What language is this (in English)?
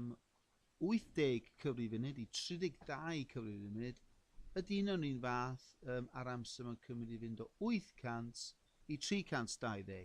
Welsh